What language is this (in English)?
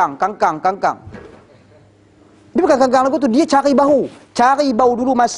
Malay